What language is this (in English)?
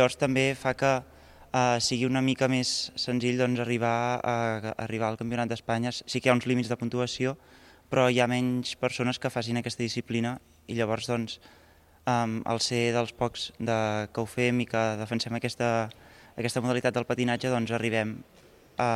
Catalan